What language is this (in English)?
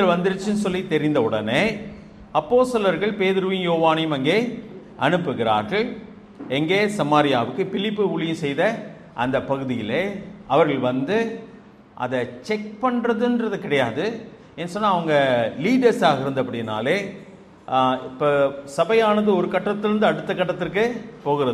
Tamil